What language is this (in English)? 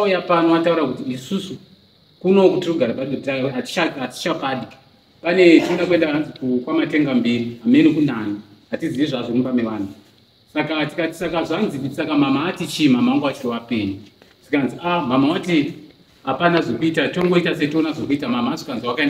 Shona